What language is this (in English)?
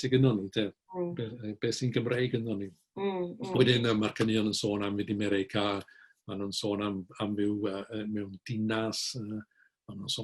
Welsh